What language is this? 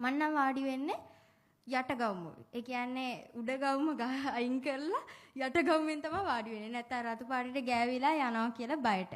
Sinhala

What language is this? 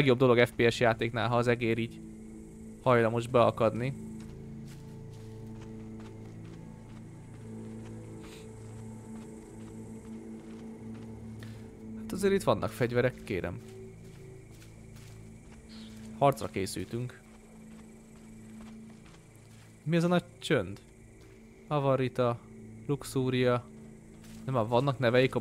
Hungarian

